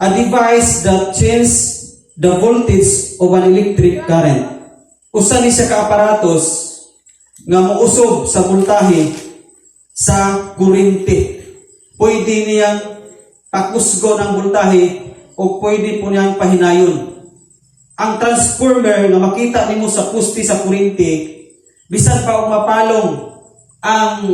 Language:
Cebuano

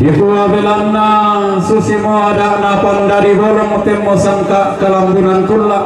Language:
Toraja-Sa'dan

